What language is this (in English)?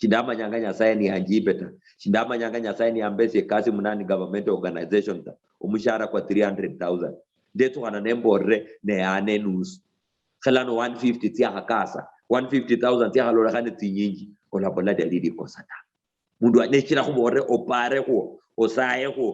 Luyia